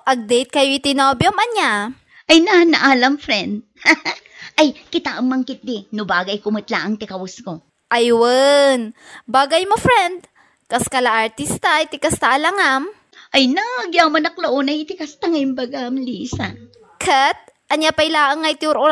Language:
Iloko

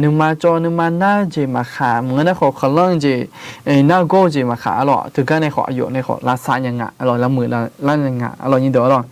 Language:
Akha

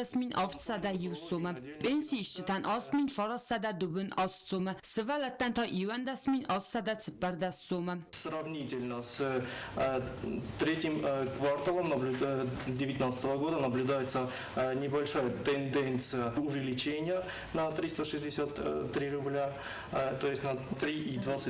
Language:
Ossetic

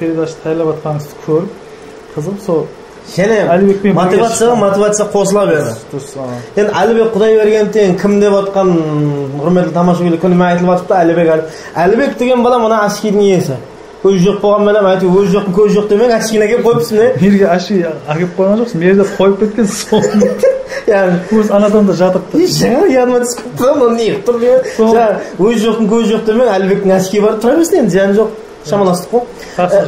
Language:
Kara-Kalpak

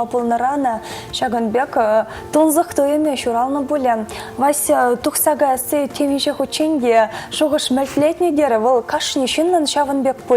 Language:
Chuvash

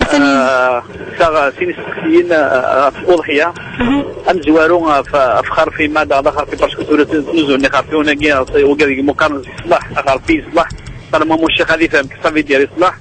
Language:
Kabyle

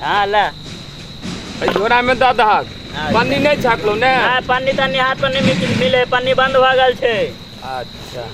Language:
Maithili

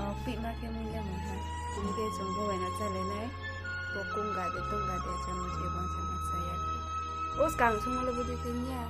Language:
Riang (India)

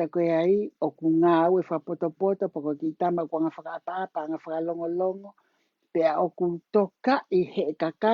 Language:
Tongan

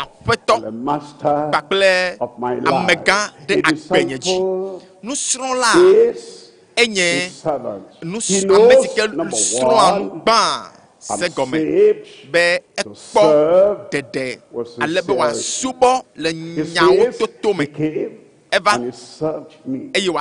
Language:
Ewe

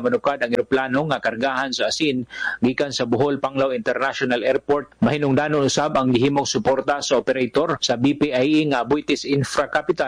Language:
Cebuano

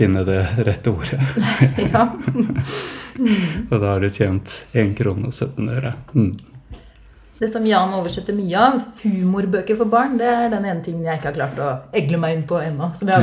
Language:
Norwegian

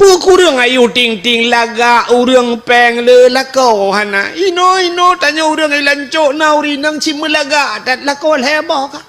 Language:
Achinese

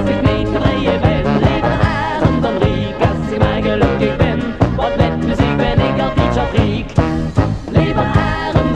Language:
Dutch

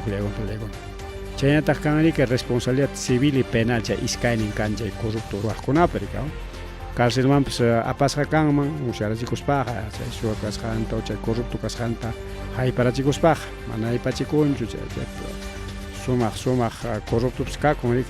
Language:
Ayacucho Quechua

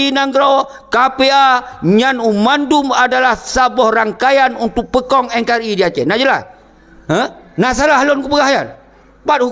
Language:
Achinese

